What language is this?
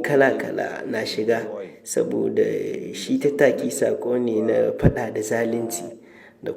Hausa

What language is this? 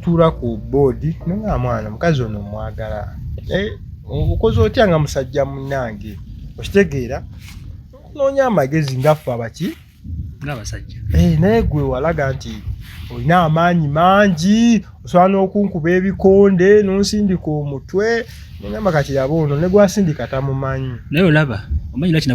Ganda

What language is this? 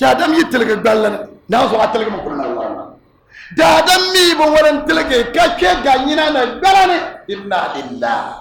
Dagbani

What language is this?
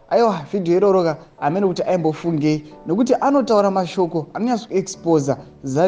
Shona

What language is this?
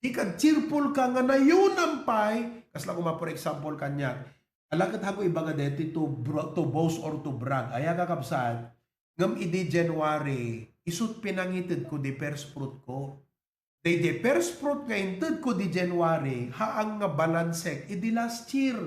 Iloko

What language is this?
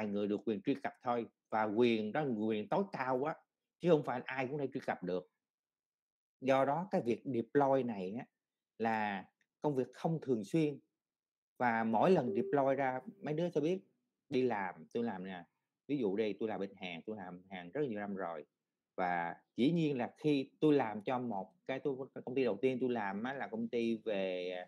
Vietnamese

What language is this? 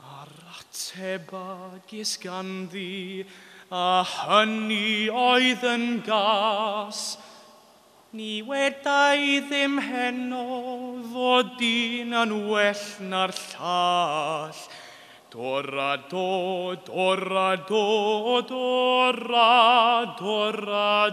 Welsh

